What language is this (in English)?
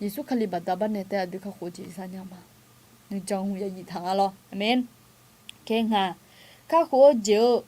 Akha